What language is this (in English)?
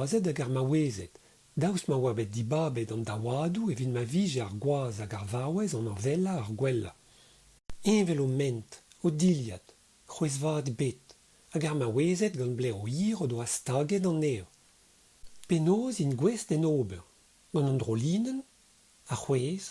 Breton